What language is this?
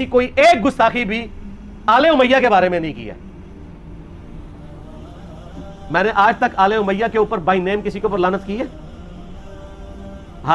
Urdu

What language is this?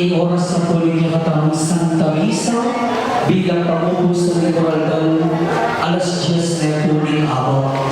Pampanga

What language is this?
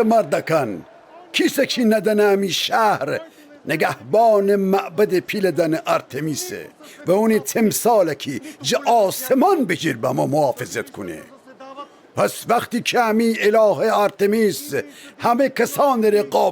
Gilaki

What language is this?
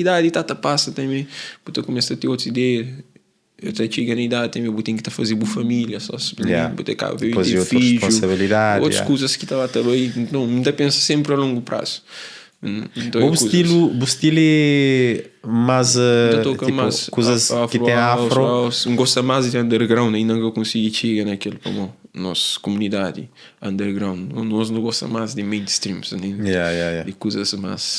Kabuverdianu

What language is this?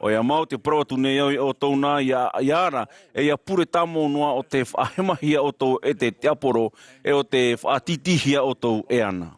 Tahitian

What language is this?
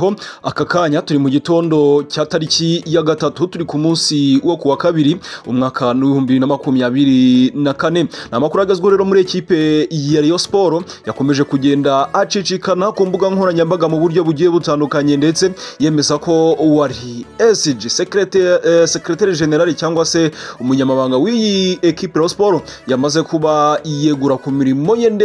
Kinyarwanda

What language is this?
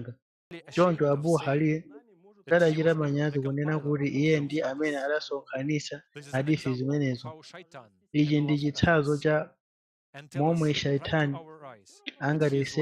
Nyanja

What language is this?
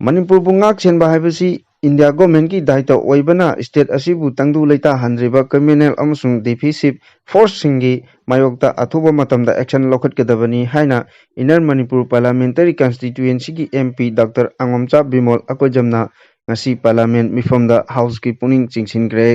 Manipuri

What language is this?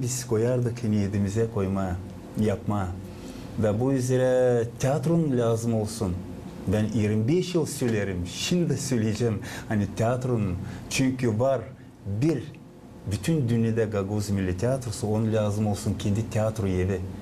Gagauz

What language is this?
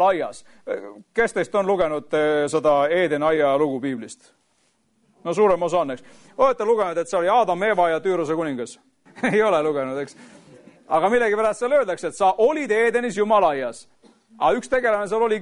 Estonian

